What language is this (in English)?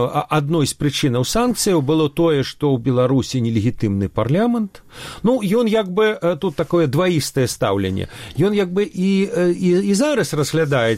Belarusian